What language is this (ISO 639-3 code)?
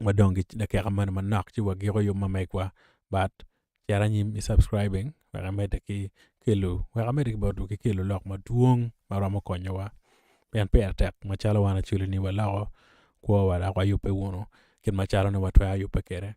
ach